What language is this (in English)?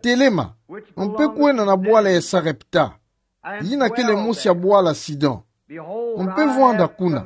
Kituba (Democratic Republic of Congo)